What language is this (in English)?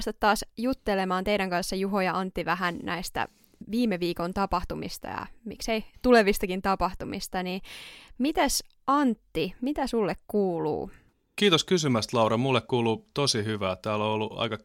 Finnish